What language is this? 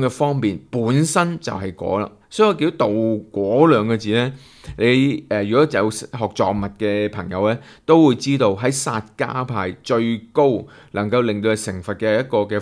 Cantonese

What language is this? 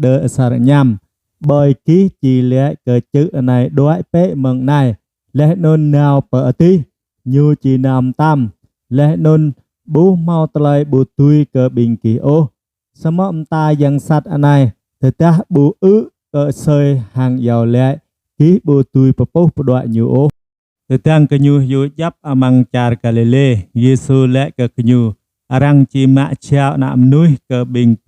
Jarai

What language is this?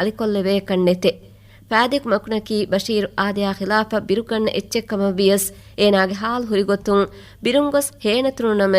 Divehi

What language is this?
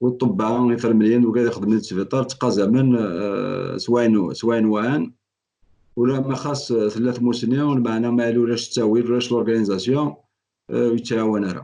Kabyle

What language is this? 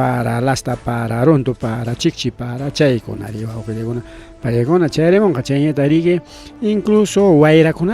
Ayacucho Quechua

